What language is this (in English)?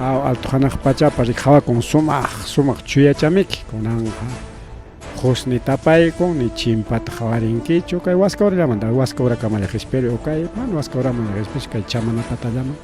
Ayacucho Quechua